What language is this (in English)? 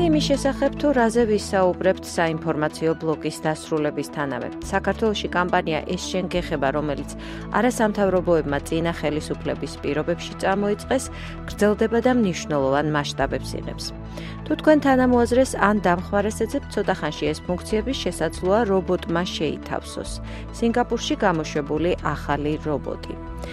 Georgian